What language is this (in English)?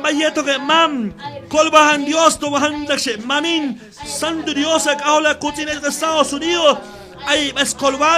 Q'anjob'al